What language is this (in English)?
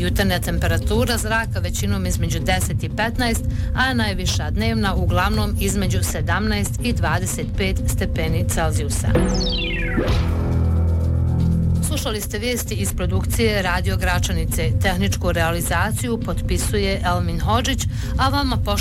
Bosnian